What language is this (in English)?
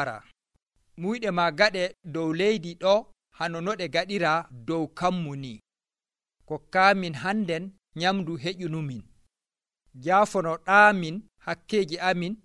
Nigerian Fulfulde